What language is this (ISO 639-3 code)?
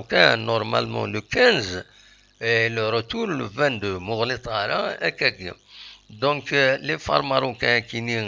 kab